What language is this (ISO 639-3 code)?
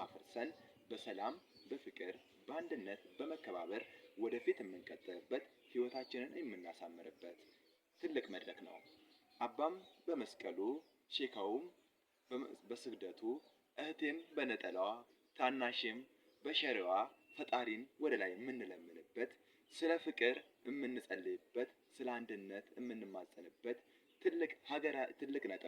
amh